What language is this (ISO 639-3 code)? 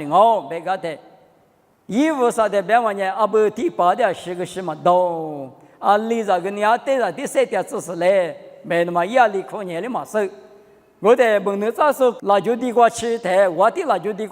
lis